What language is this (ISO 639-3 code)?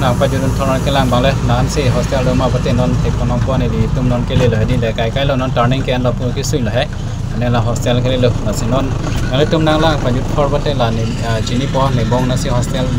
mjw